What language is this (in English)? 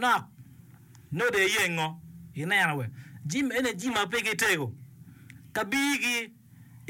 Acoli